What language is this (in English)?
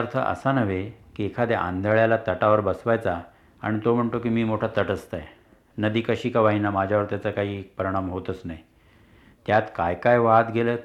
Marathi